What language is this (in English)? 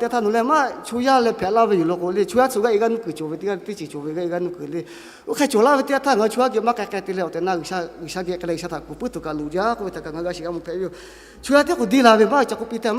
Lahu